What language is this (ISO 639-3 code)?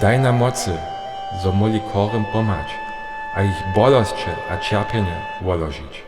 hsb